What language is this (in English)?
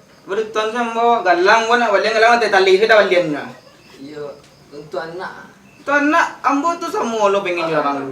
Minangkabau